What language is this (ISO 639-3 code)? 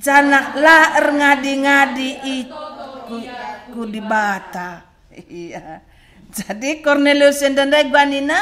btx